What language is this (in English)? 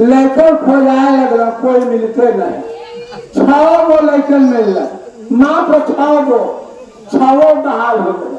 Magahi